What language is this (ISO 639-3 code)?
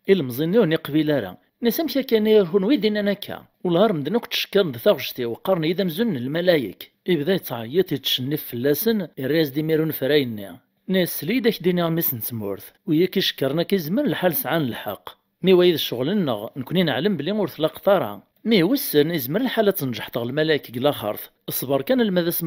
kab